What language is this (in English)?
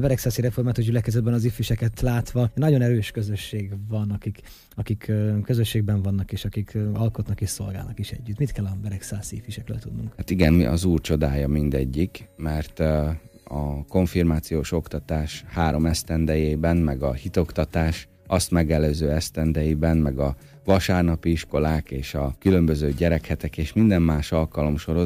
Hungarian